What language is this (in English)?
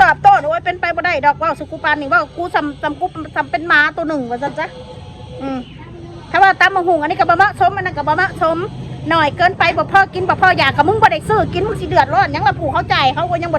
Northeastern Thai